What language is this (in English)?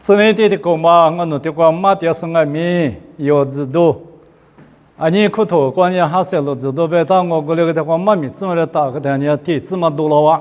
Lisu